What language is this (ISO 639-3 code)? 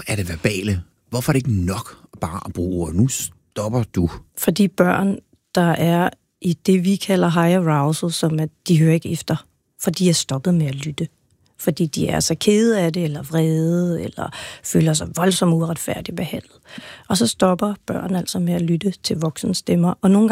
dan